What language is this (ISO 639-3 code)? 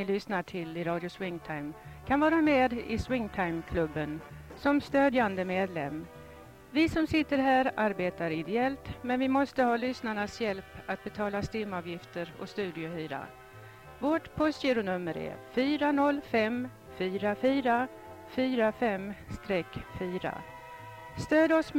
swe